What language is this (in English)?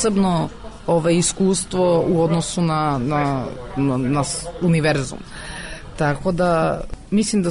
Serbian